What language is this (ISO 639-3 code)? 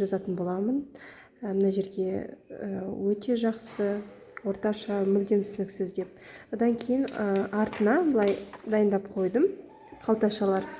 kaz